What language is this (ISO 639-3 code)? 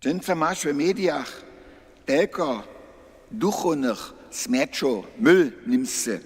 hsb